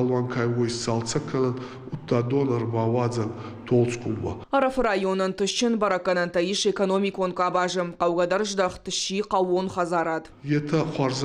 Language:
Ossetic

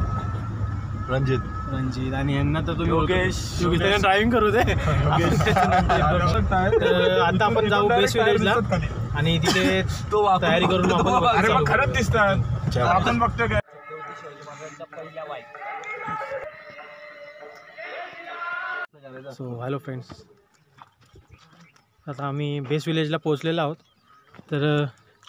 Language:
Marathi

